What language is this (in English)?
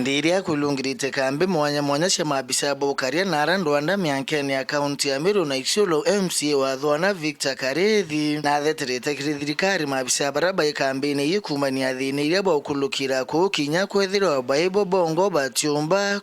Meru